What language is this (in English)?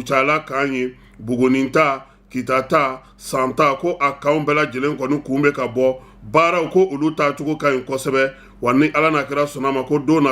Bambara